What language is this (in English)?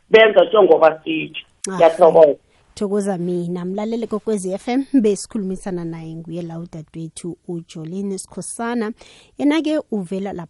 South Ndebele